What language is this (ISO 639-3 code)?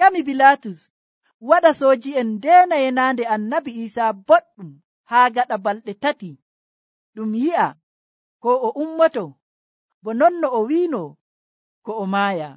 fuv